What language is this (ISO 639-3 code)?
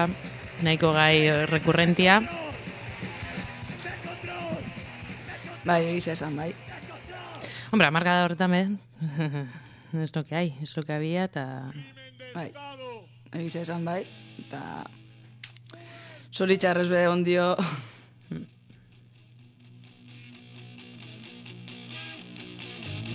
eus